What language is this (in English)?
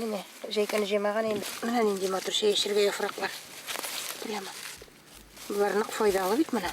Bashkir